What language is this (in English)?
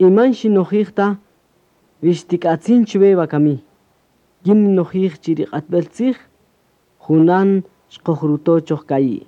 Kaqchikel